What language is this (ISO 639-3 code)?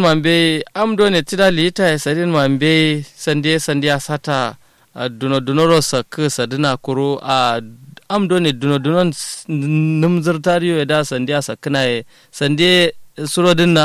kau